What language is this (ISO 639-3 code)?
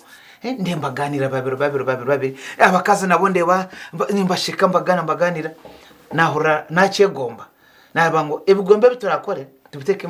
nyn